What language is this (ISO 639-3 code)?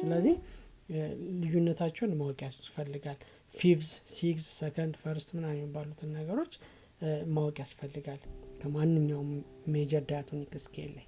amh